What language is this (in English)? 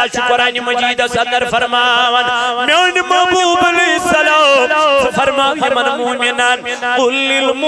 Kashmiri